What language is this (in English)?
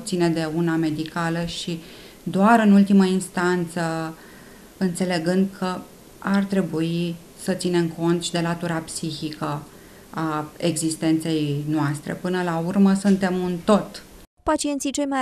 Romanian